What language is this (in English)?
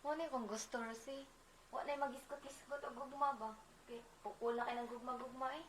Cebuano